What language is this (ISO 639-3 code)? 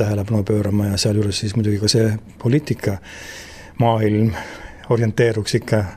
est